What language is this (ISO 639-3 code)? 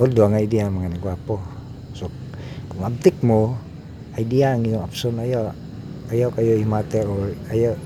ceb